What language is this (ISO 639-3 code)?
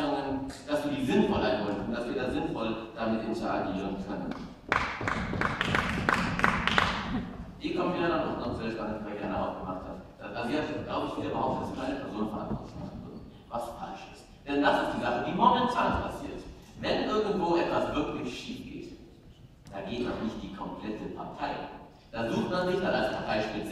deu